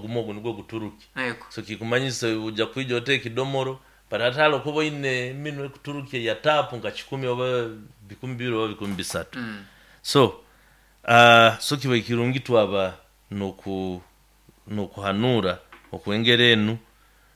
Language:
Nyoro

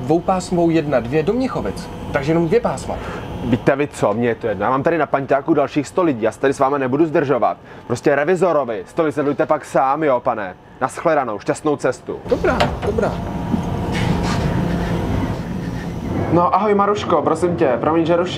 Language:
Czech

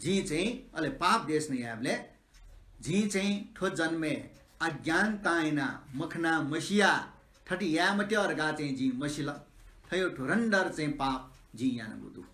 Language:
Newari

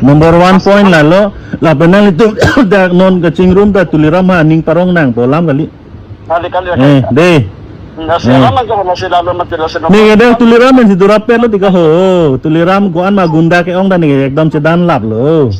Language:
Karbi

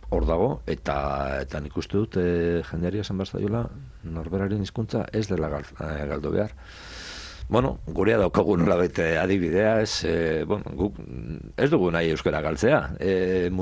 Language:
Basque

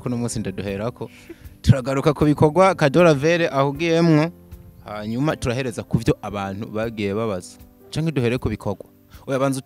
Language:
Rundi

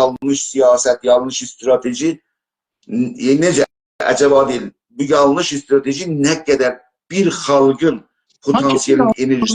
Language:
South Azerbaijani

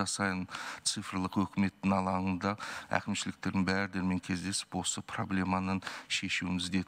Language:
Kazakh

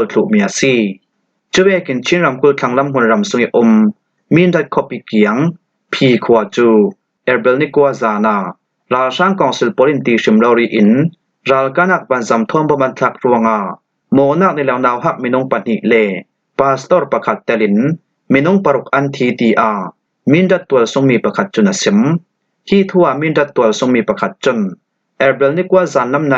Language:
Falam Chin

